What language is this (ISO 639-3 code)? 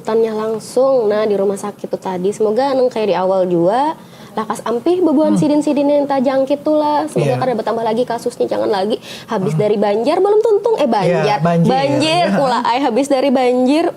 bjn